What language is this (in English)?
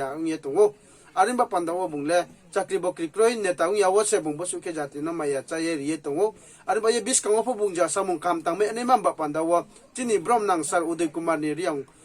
Riang (India)